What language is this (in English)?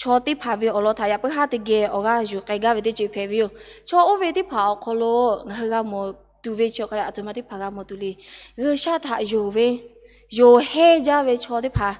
Lahu